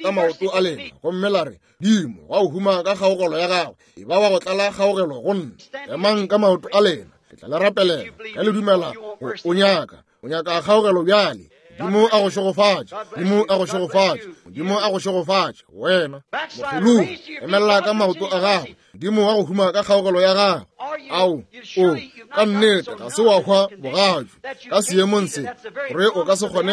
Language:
Northern Sotho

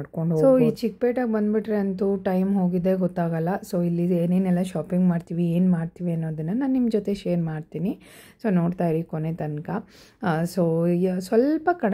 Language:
Kannada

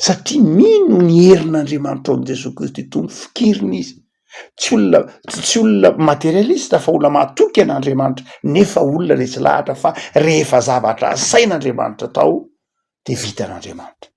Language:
Malagasy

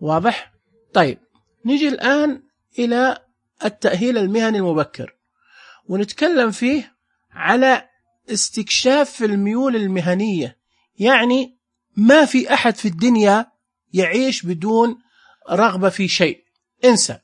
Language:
Najdi Arabic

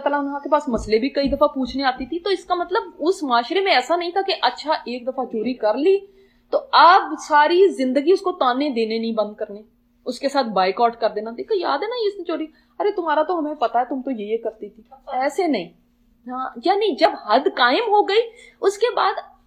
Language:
Urdu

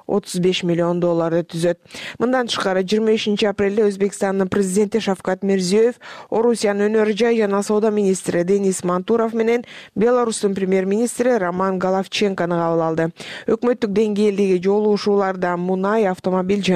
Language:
Kyrgyz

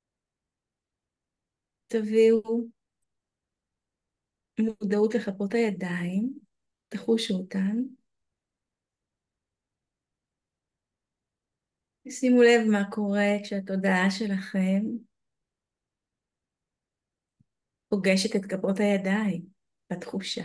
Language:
Hebrew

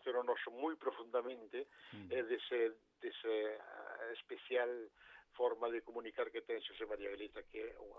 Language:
Galician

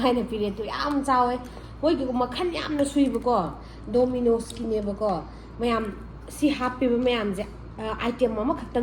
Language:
Manipuri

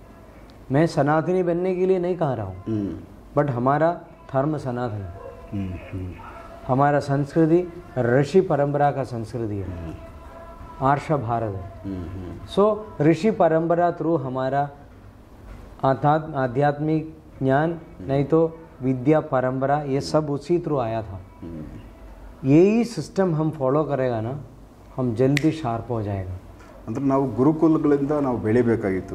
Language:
Kannada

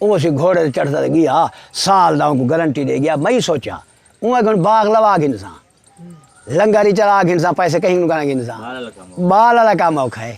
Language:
Saraiki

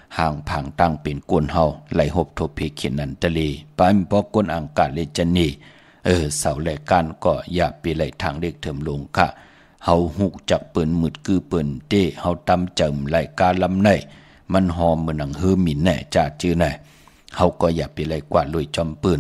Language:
Shan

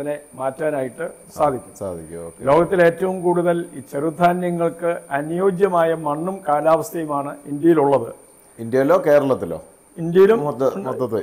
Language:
Malayalam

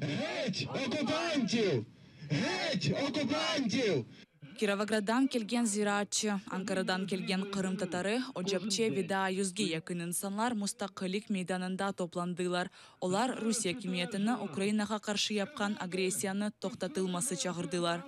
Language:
Crimean Tatar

